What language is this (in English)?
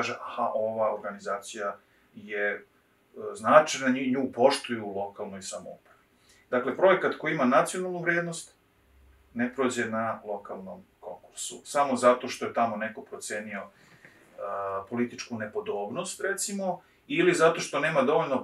Serbian